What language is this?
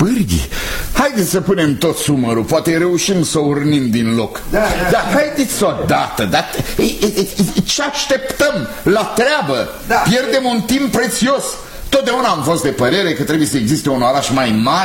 Romanian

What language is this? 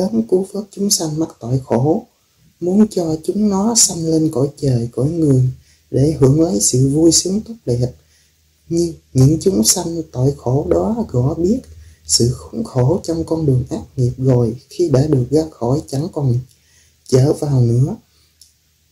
Vietnamese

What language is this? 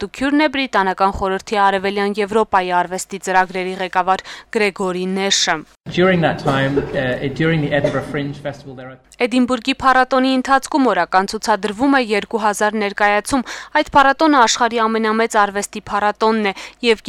Armenian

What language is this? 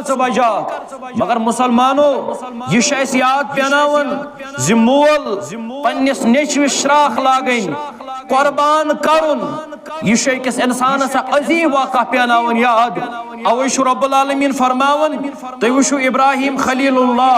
Kashmiri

